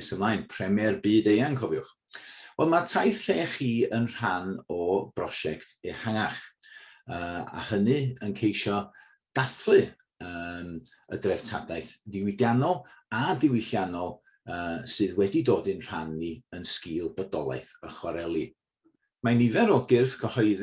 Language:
Welsh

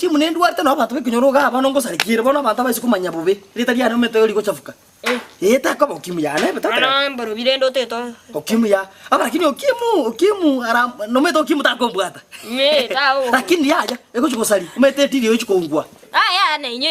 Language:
Gusii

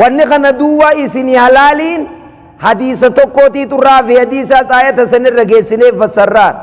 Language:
Oromo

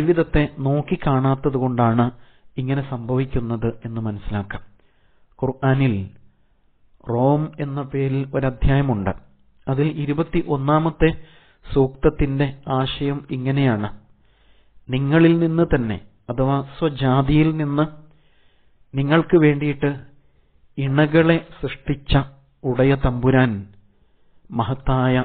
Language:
Malayalam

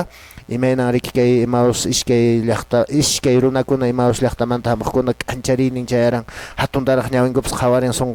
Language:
Quechua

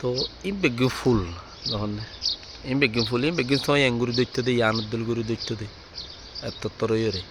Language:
Rohingya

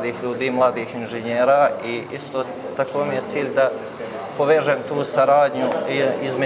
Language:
Bosnian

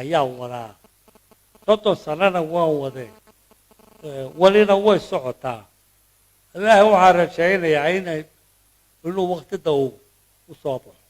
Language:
Somali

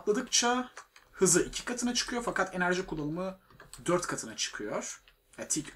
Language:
Turkish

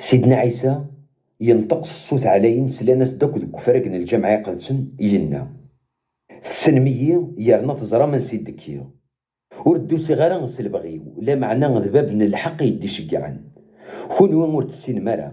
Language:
Kabyle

